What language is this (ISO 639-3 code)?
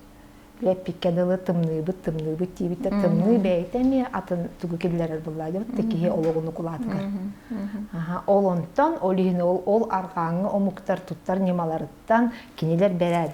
sah